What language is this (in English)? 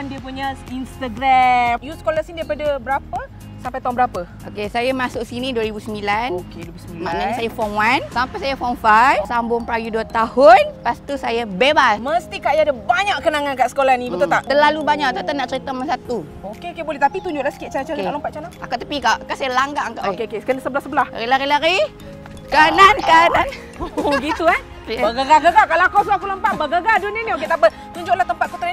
Malay